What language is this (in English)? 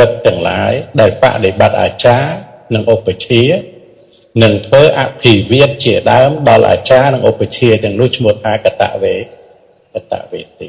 Khmer